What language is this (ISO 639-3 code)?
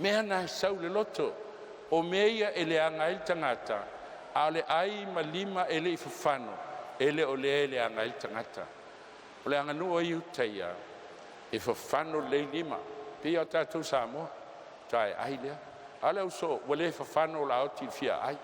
smo